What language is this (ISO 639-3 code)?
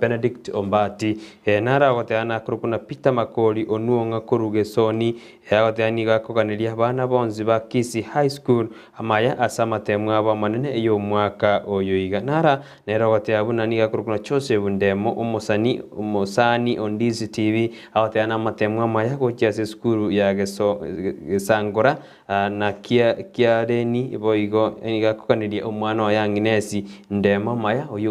guz